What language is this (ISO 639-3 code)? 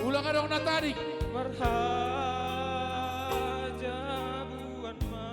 bts